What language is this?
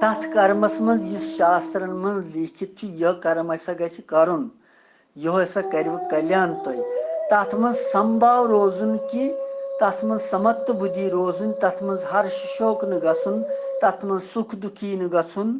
Kashmiri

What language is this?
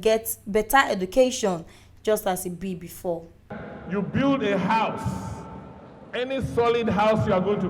Nigerian Pidgin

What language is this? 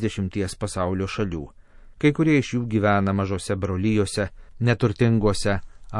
Lithuanian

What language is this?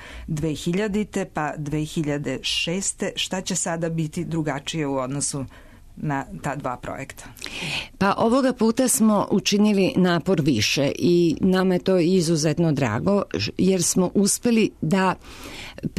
Serbian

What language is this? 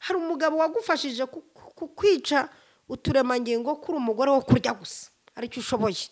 Kinyarwanda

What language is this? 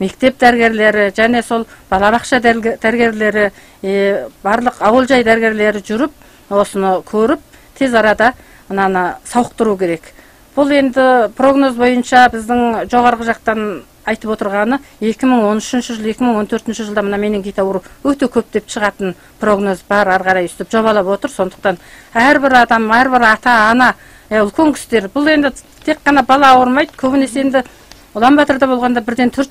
Kazakh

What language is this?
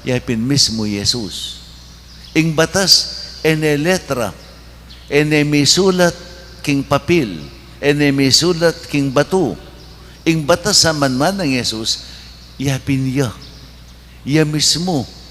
Pampanga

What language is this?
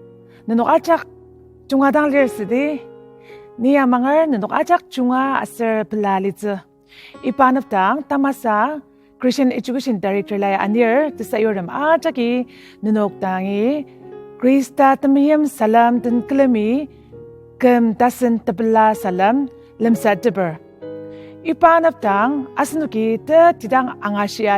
Ao Naga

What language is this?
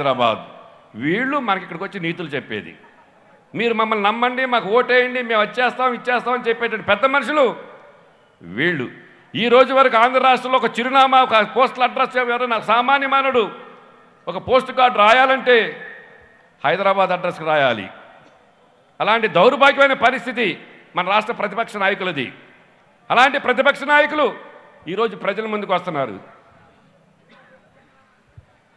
Telugu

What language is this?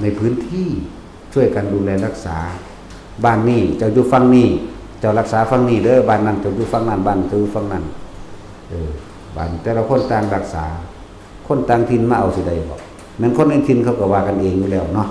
Northeastern Thai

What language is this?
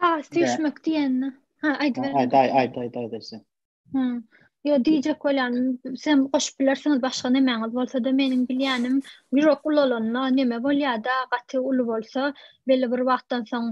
Turkmen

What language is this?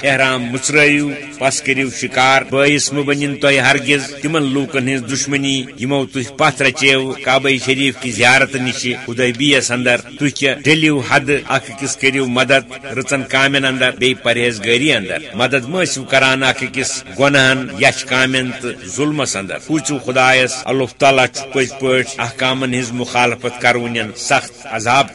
Kashmiri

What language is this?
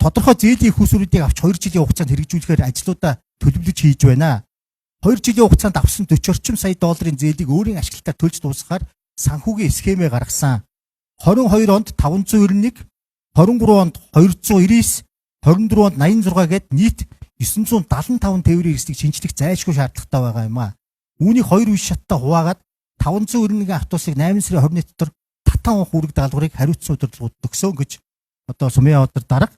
Mongolian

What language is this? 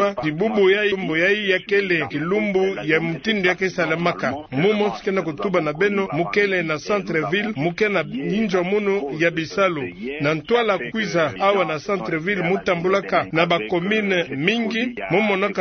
Kituba (Democratic Republic of Congo)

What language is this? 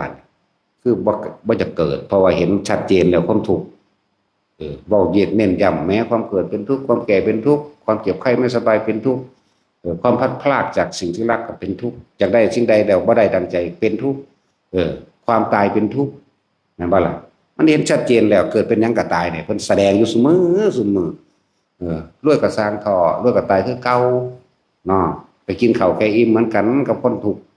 Northeastern Thai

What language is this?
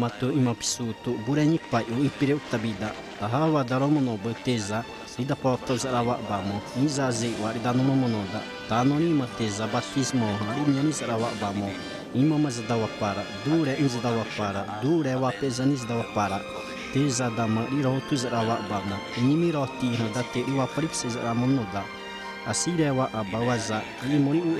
Xavánte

